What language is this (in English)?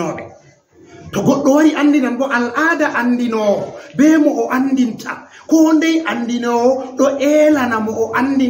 Fula